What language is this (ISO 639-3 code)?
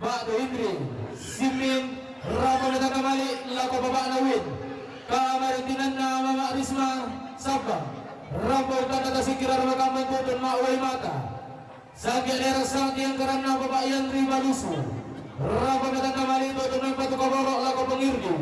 sda